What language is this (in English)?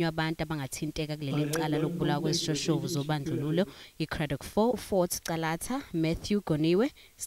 Zulu